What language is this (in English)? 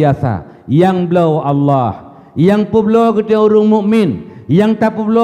Achinese